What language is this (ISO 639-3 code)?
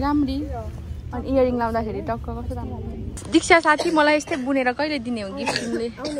nep